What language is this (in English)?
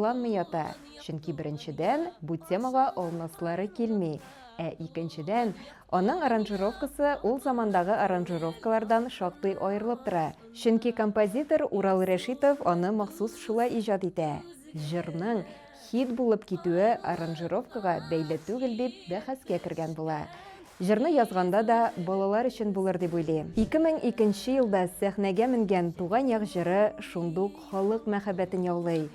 Tatar